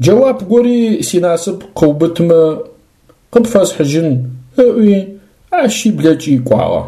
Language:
Adyghe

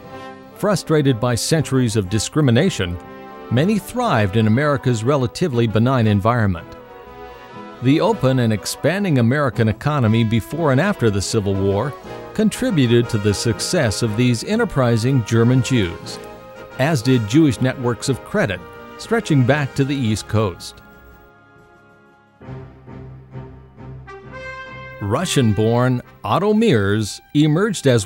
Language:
English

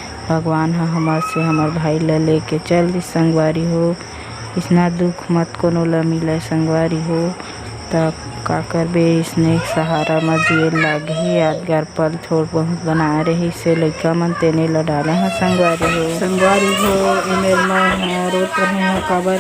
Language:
Chhattisgarhi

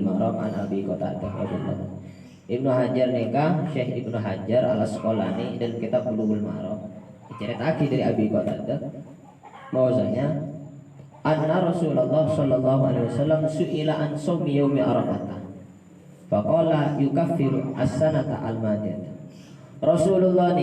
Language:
Madurese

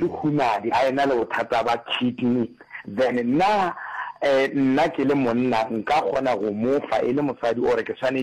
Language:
Northern Sotho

